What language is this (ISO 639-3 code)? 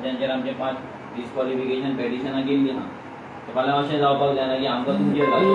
kok